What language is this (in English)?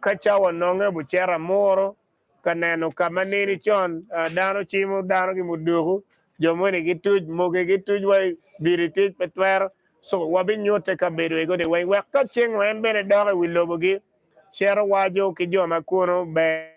Acoli